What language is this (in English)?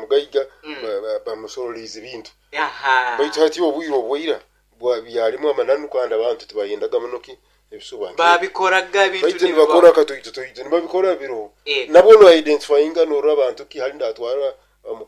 Nyoro